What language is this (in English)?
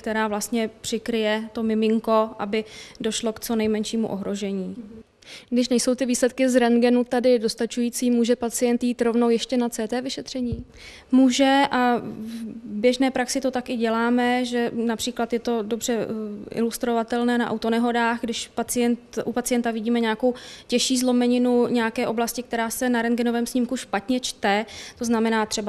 Czech